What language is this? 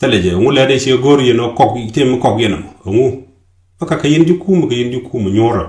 Nuer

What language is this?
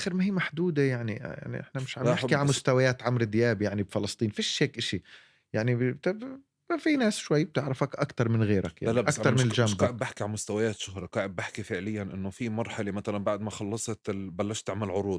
North Levantine Arabic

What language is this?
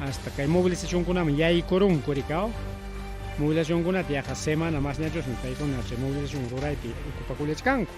Ayacucho Quechua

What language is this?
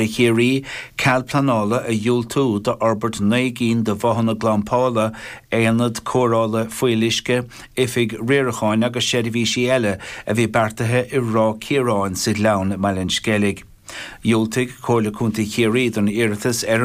Irish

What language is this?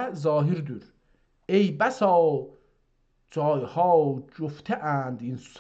South Azerbaijani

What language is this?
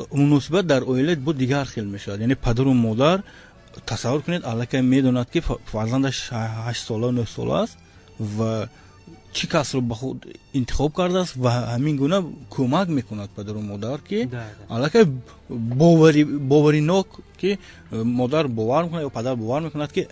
Tajik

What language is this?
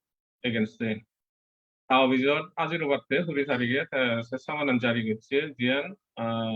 Chakma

